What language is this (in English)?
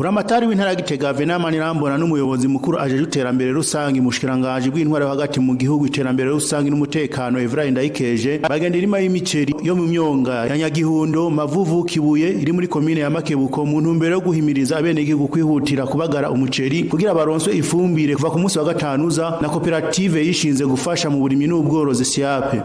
Rundi